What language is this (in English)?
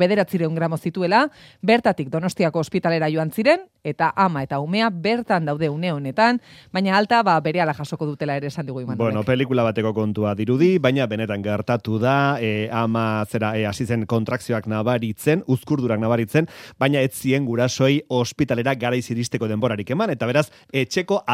Basque